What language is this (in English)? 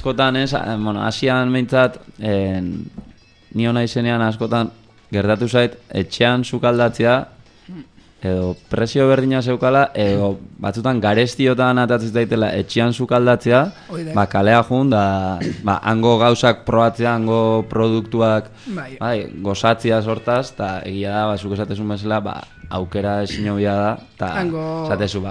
Basque